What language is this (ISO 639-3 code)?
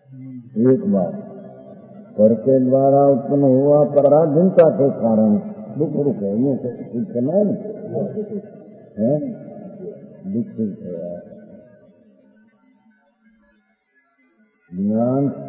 hin